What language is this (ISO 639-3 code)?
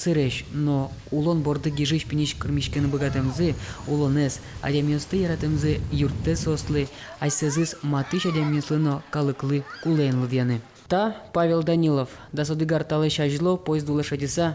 udm